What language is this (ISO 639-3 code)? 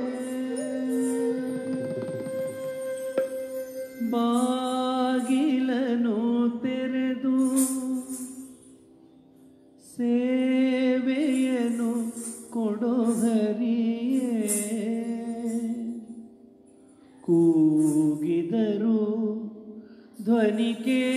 kan